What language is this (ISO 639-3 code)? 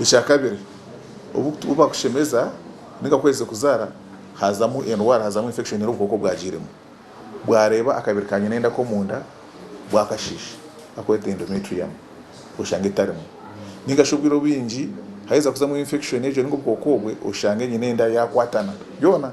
nyn